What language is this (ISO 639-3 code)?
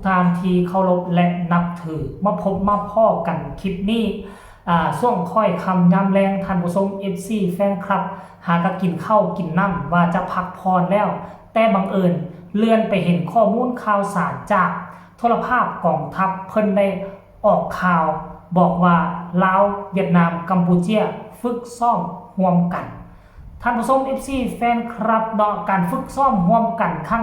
lao